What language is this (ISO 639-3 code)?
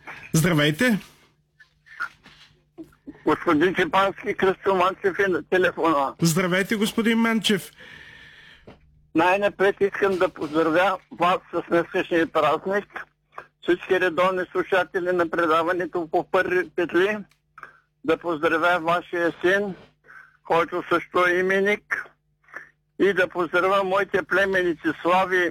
bul